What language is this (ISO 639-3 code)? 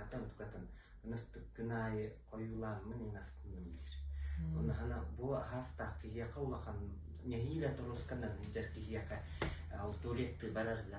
sah